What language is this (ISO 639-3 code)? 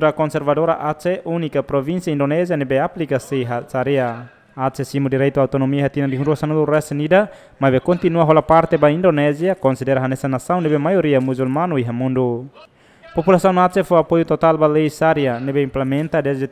tet